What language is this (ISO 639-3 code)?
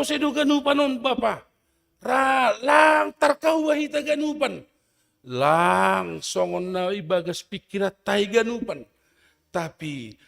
bts